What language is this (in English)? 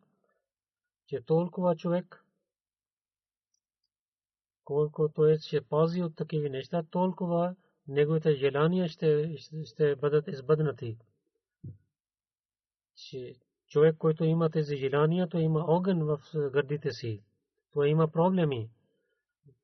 Bulgarian